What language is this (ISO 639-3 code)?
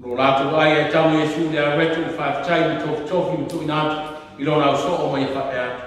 smo